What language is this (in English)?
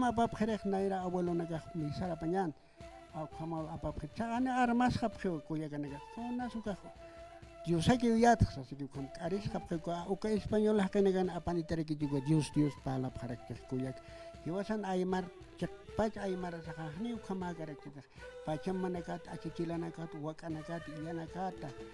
Aymara